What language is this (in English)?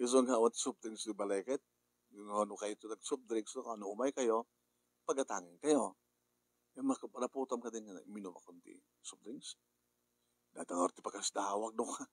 Iloko